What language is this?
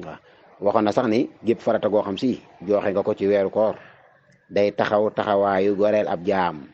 Wolof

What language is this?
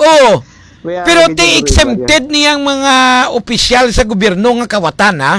Hiligaynon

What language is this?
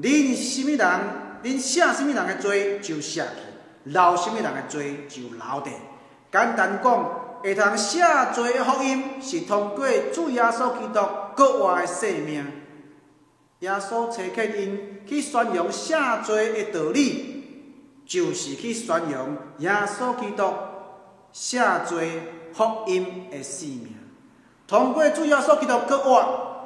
Min Nan Chinese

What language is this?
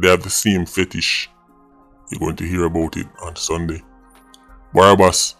Jamaican Creole English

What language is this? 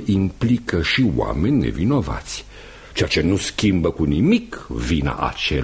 Romanian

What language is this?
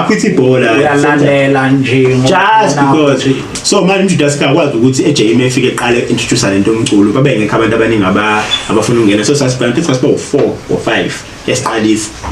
Zulu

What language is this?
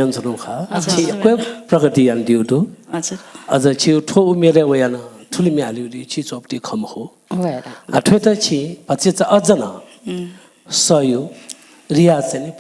Newari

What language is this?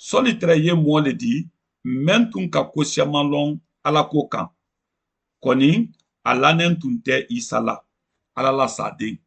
Mandingo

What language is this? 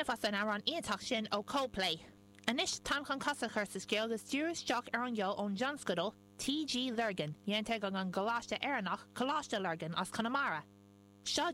Irish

